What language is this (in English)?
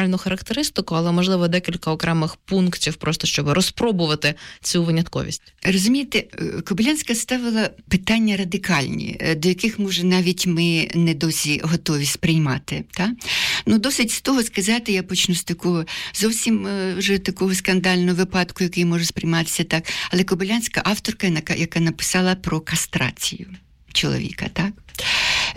Ukrainian